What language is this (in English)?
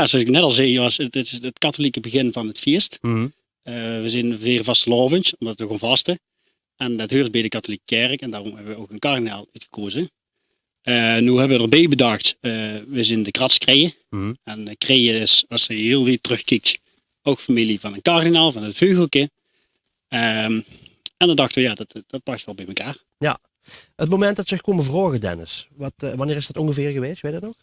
Limburgish